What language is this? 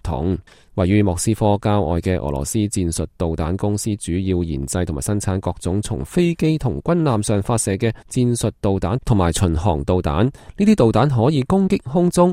Cantonese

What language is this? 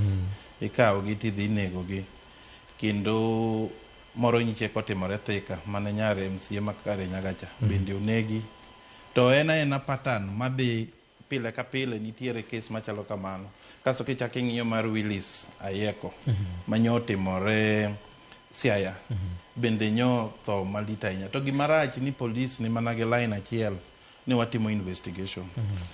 Luo (Kenya and Tanzania)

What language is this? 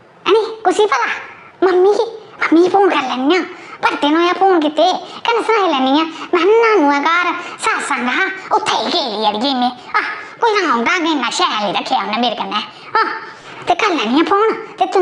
Dogri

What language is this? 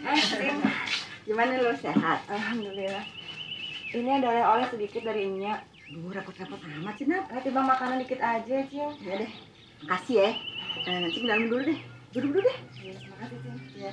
Betawi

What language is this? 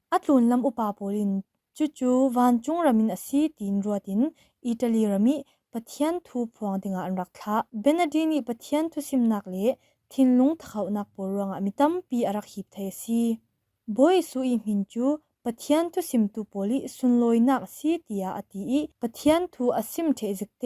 Falam Chin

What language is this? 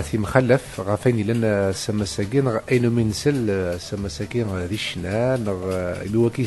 Kabyle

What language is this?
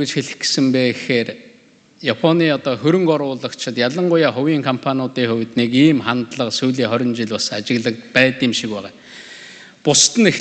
Mongolian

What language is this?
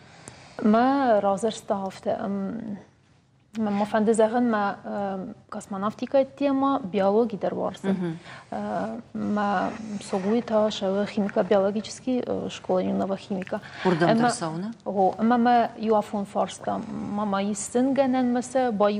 Ossetic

